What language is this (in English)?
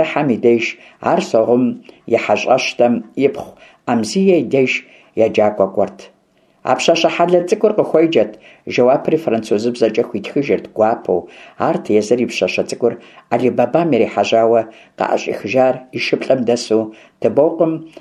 Kabardian